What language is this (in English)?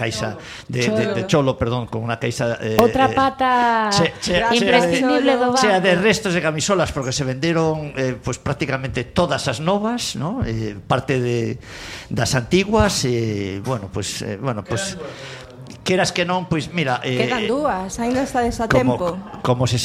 Galician